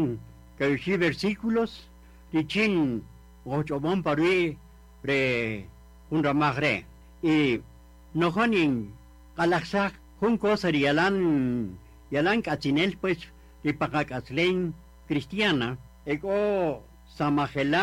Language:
Kaqchikel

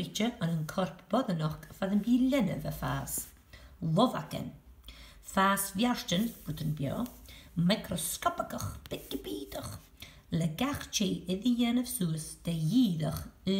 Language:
Scottish Gaelic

